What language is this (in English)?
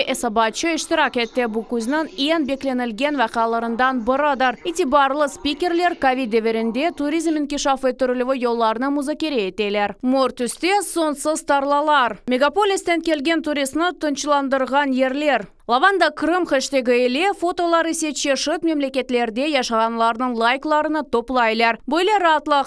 Crimean Tatar